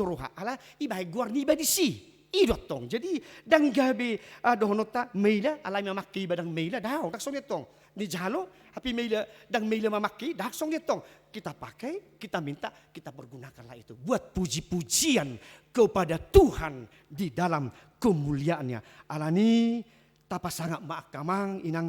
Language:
Batak Toba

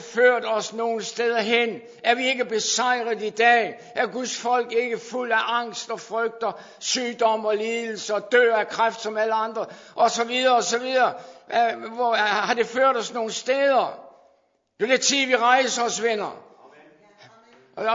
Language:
Danish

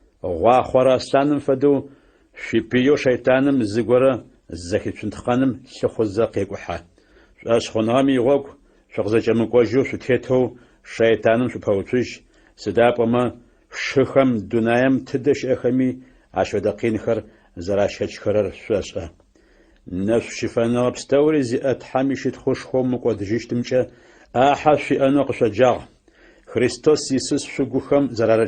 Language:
Adyghe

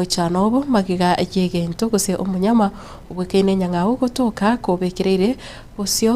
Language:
Gusii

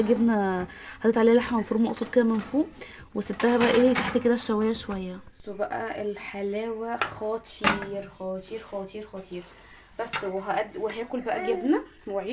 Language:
Egyptian Arabic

